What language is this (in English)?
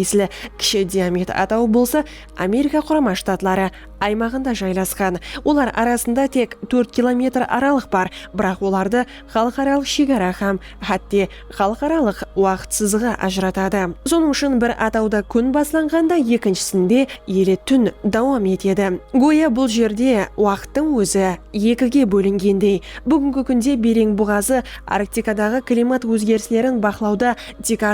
Kara-Kalpak